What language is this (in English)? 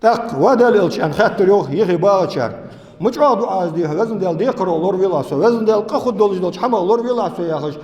Ingush